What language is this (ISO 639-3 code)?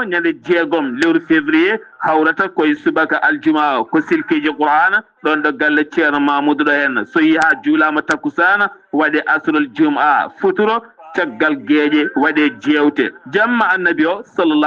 ful